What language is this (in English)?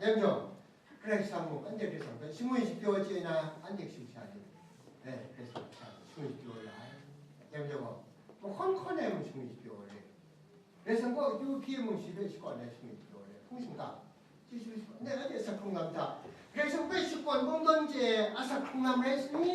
Kachin